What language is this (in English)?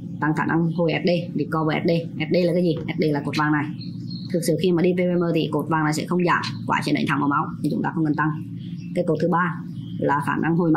Vietnamese